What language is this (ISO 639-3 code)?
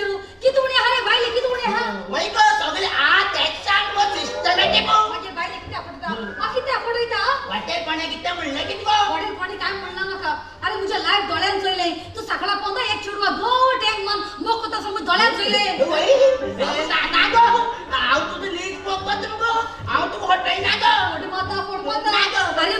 kok